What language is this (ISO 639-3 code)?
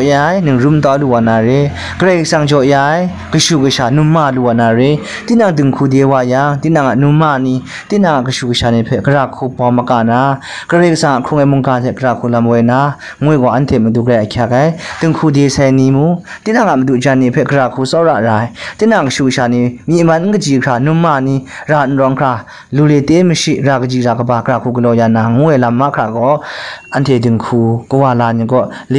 kac